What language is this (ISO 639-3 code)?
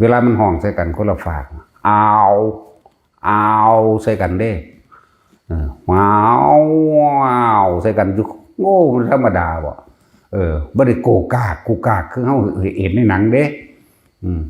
tts